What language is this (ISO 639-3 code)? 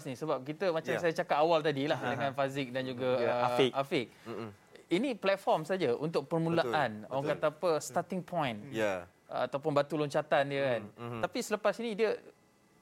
msa